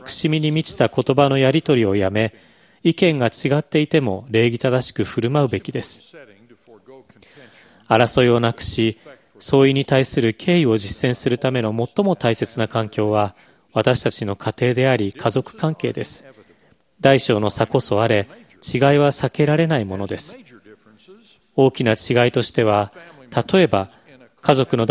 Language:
Japanese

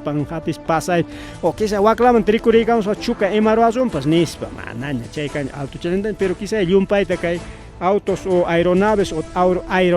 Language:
Ayacucho Quechua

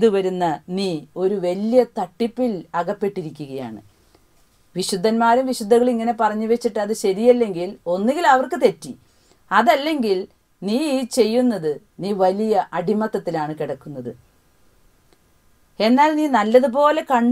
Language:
Malayalam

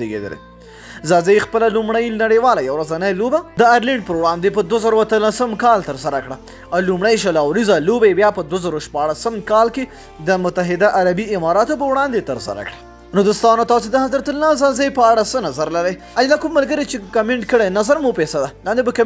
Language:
Pashto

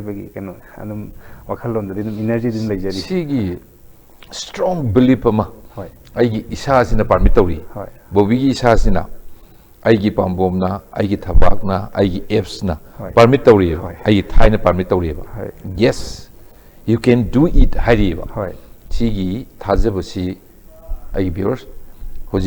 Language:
Manipuri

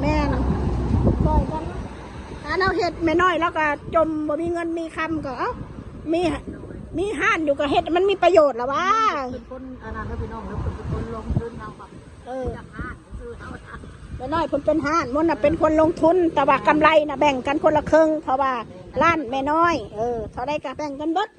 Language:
Northeastern Thai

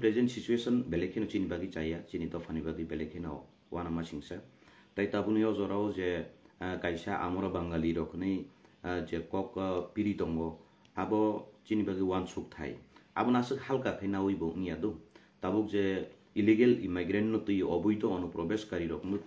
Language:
Kok Borok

